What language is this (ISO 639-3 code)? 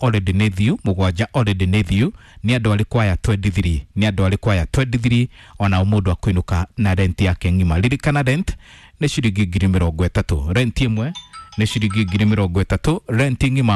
kik